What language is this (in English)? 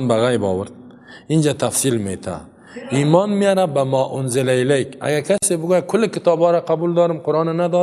Persian